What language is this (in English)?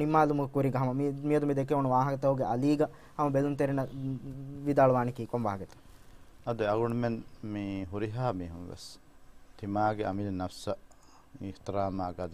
Divehi